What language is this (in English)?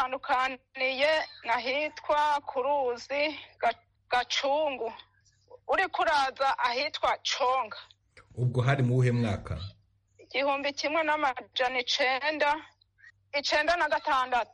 Kinyarwanda